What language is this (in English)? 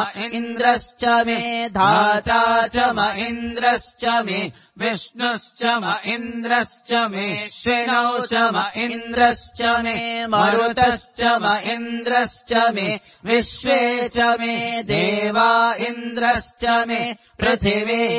Sanskrit